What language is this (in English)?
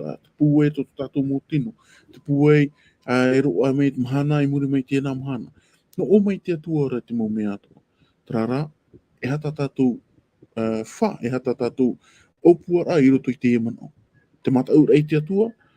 Tahitian